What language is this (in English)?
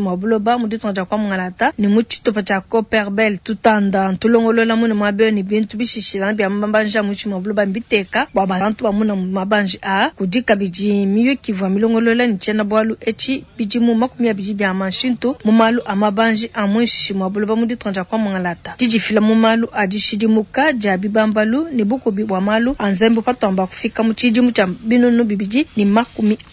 Luba-Lulua